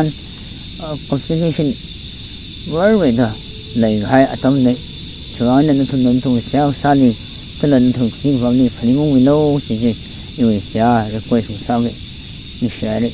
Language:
Tangkhul Naga (India)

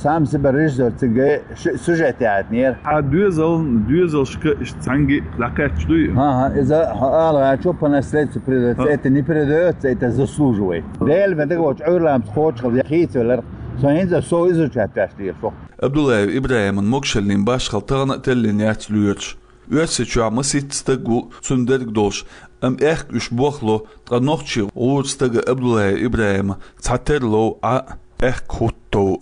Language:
Chechen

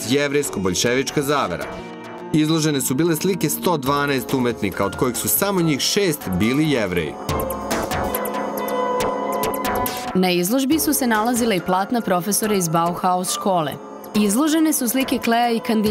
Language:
Serbian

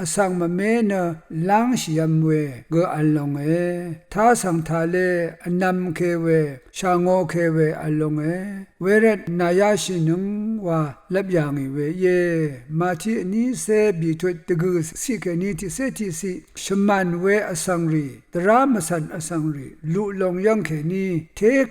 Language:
Rawang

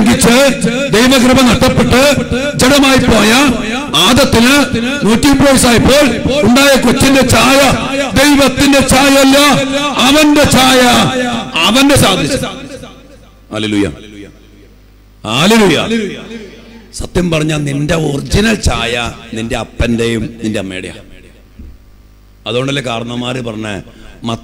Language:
Malayalam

